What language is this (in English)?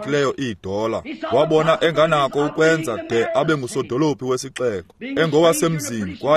Xhosa